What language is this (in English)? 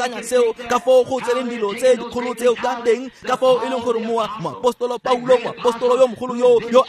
Tswana